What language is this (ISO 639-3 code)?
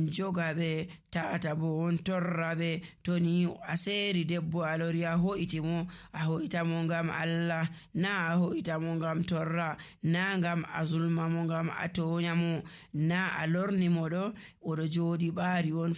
fuv